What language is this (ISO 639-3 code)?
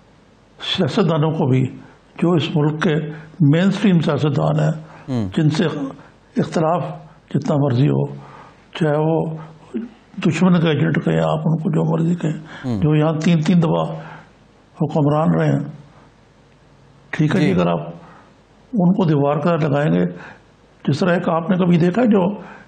urd